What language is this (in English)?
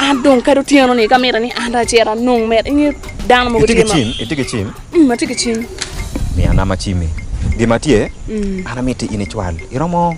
Acoli